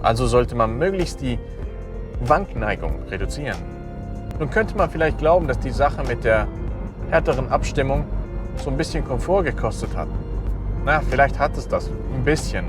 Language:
Swiss German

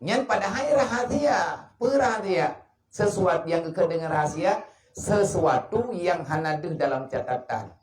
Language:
Achinese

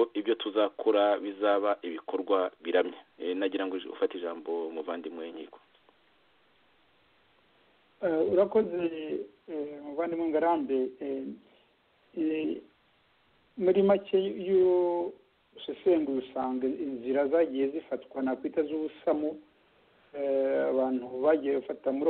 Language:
Kinyarwanda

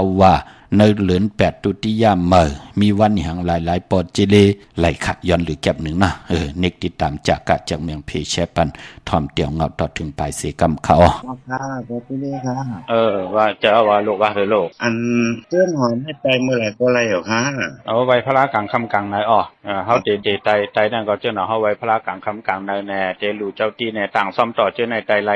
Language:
Shan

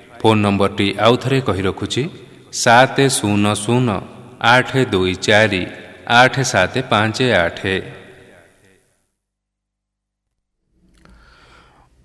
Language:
Odia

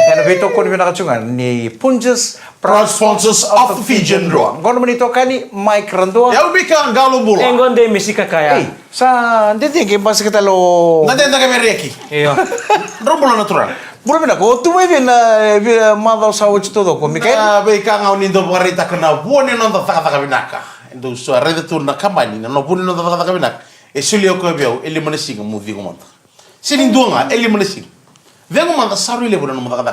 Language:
Fijian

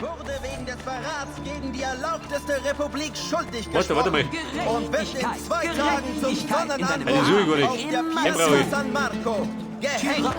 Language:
Bavarian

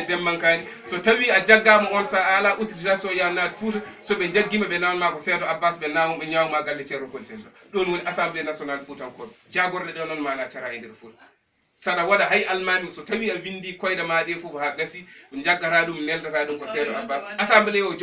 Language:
Fula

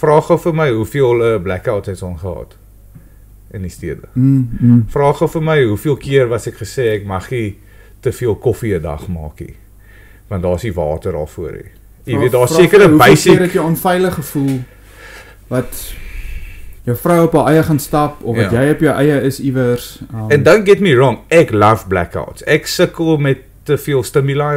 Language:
Afrikaans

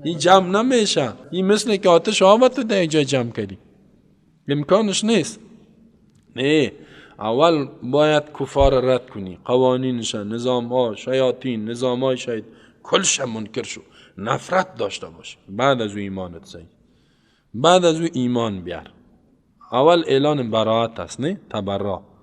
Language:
Persian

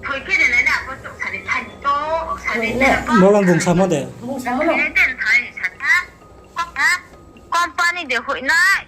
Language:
Riang (India)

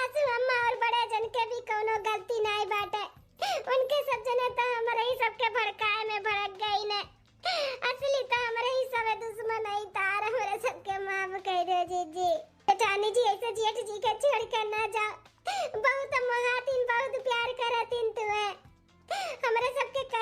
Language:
Awadhi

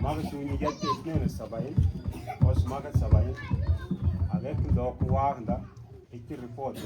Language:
Mabaan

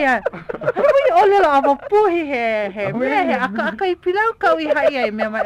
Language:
Hawaiian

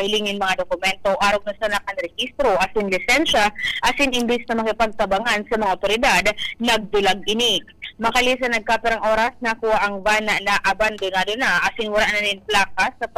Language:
Bikol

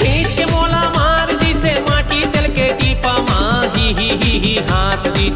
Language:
Chhattisgarhi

